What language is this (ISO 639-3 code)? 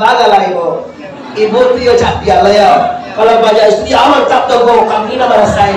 min